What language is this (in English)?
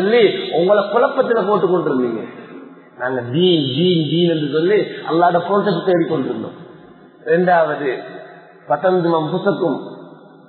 Tamil